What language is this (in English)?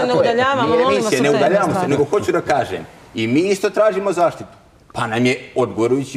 Bosnian